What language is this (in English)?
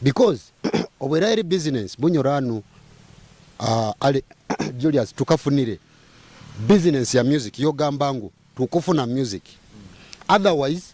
Nyoro